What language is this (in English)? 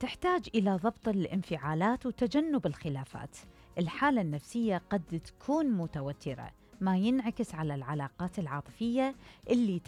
Mesopotamian Arabic